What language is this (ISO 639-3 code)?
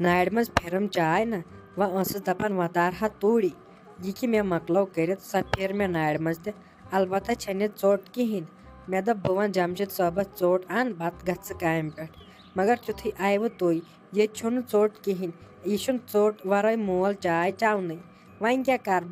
kas